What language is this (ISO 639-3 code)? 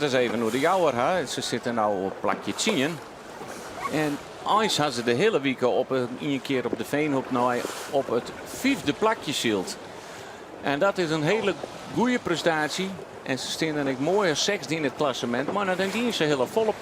fry